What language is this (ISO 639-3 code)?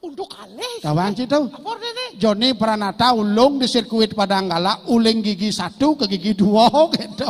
ban